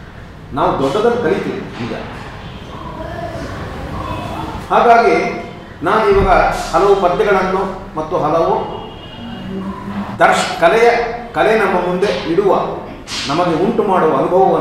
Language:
Kannada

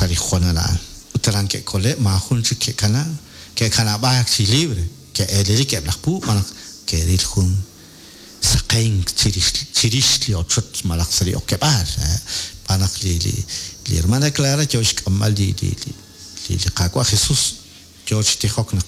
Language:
Kekchí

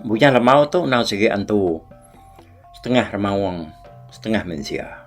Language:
Iban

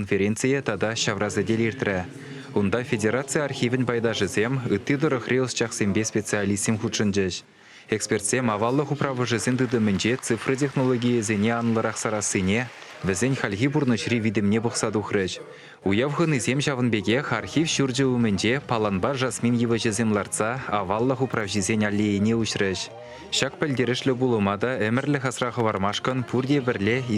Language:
Chuvash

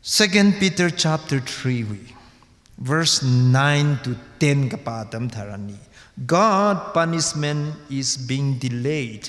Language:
Tangkhul Naga (India)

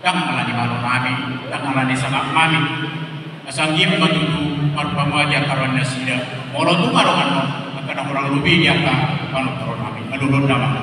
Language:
Batak Toba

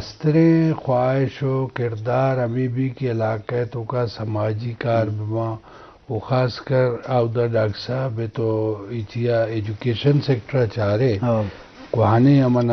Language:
Eastern Balochi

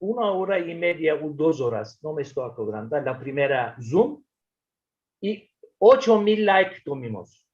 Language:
Ladino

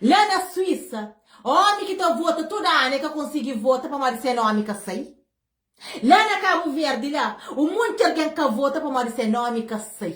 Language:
Kabuverdianu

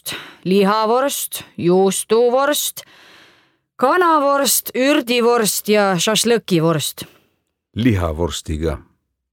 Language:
Estonian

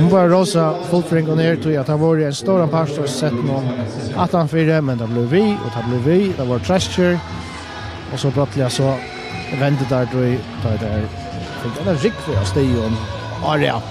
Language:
Faroese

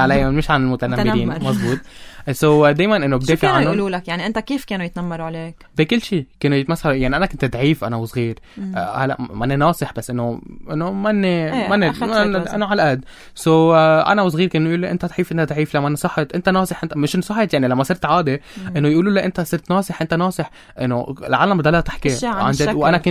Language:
North Levantine Arabic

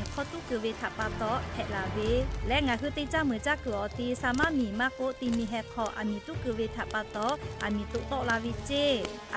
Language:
Lahu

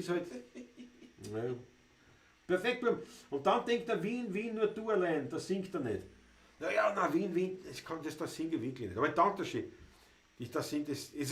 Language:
Bavarian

